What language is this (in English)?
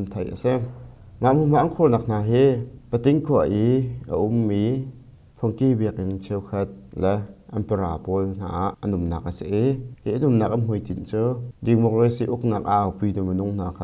Hakha Chin